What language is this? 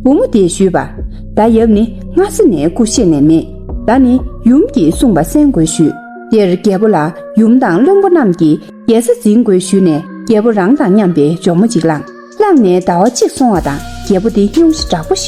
Tibetan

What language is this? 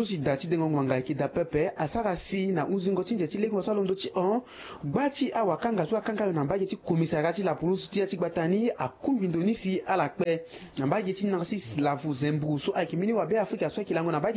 Sango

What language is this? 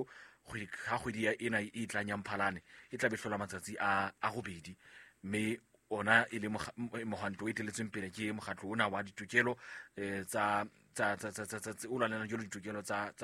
Southern Sotho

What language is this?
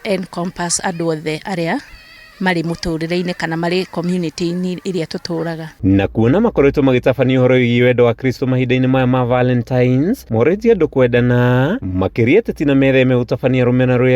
Kikuyu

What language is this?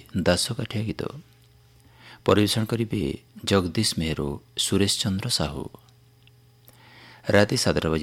Odia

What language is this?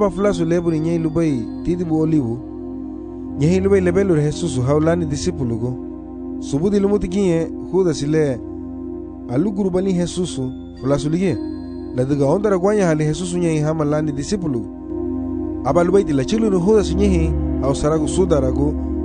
Garifuna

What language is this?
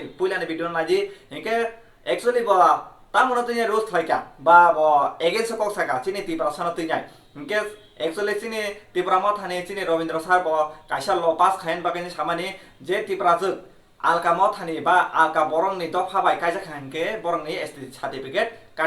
Kok Borok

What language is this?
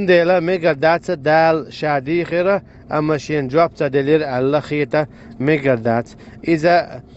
Chechen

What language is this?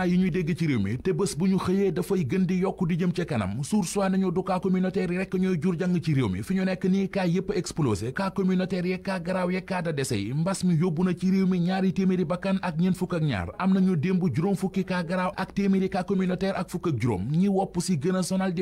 Wolof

